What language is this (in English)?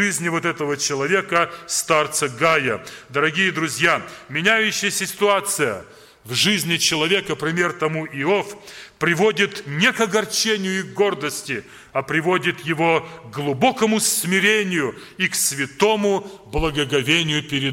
Russian